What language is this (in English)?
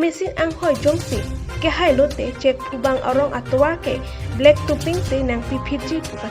Karbi